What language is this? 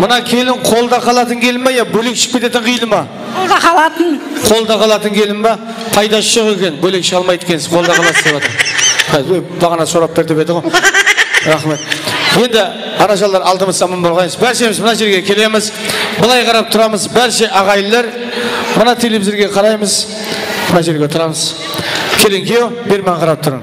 Kara-Kalpak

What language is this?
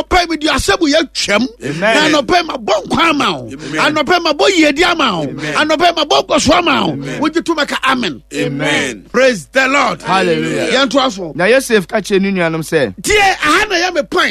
Akan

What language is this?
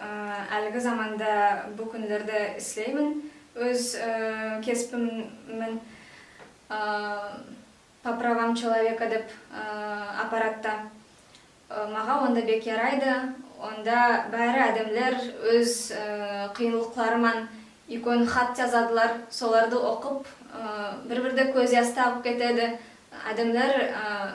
Nogai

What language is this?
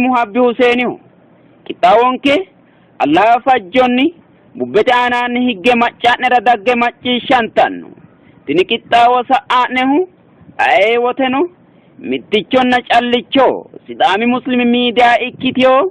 Sidamo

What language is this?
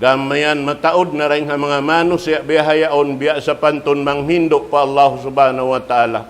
Tausug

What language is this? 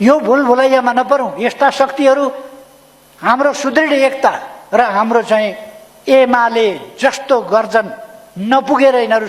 Nepali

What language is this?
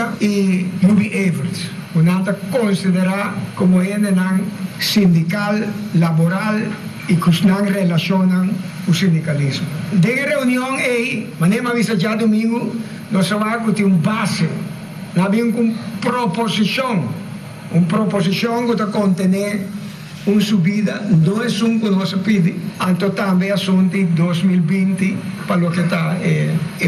Papiamento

